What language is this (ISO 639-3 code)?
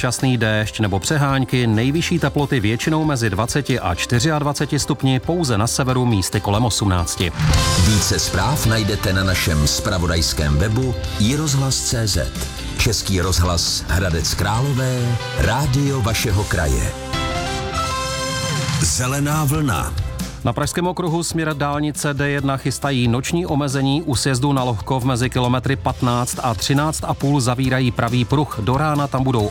ces